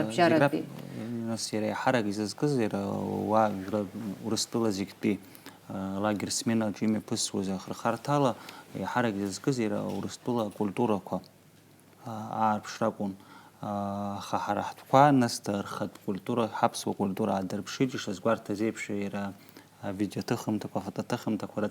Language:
Abkhazian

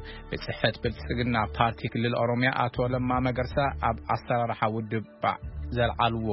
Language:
Tigrinya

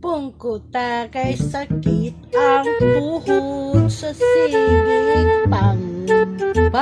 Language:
Cebuano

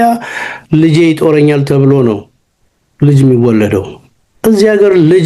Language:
Amharic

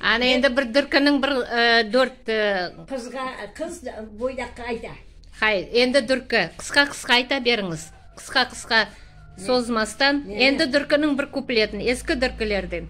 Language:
Crimean Tatar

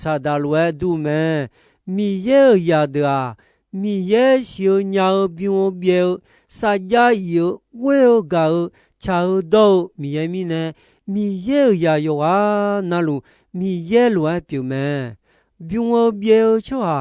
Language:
Akha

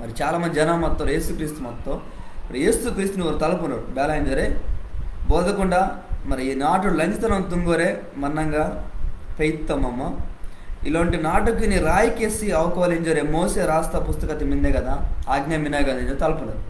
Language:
Koya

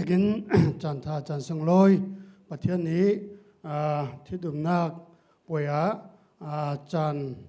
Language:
Falam Chin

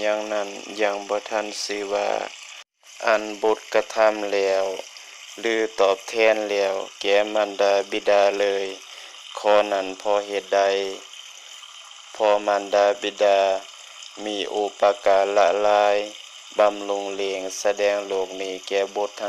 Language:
Lao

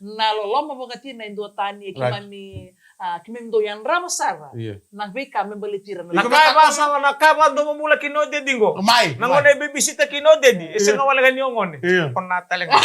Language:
Fijian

